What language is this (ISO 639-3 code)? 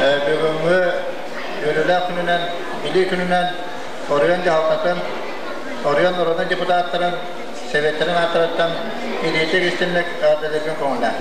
sah